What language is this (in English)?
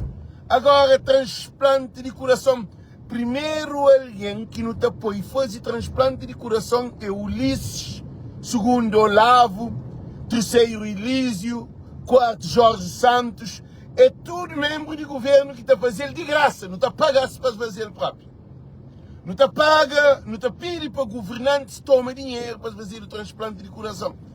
Kabuverdianu